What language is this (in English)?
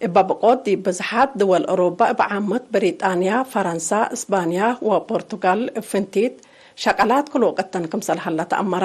Tigre